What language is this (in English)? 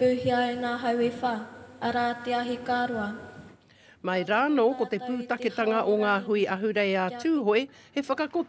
Māori